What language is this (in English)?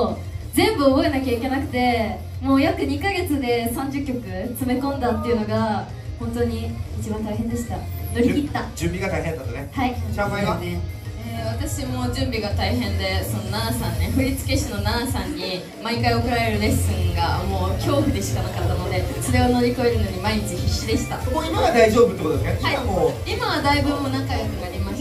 Japanese